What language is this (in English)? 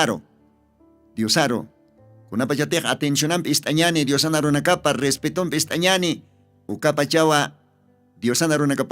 Aymara